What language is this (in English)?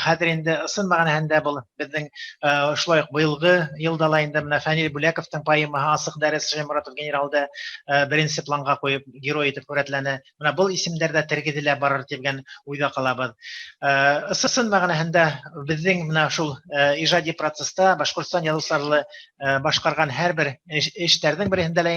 Bashkir